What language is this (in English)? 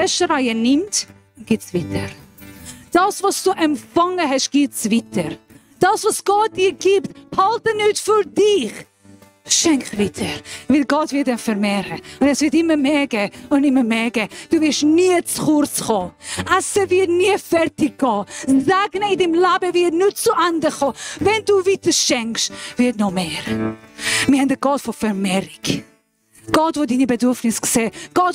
Swiss German